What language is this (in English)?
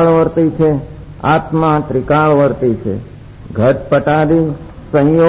Gujarati